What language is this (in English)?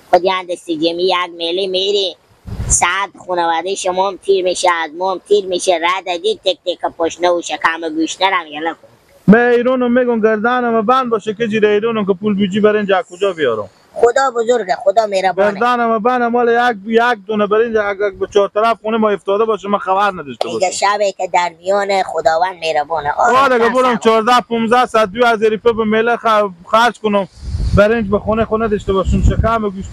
Hazaragi